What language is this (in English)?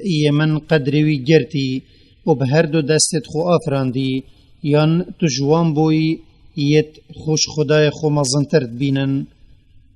Kurdish